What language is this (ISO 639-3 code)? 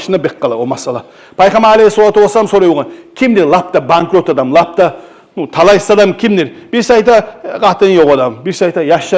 kum